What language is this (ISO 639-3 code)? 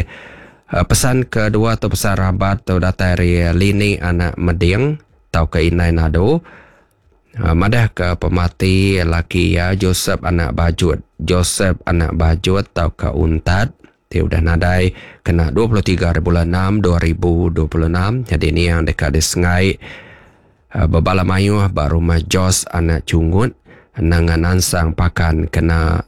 iba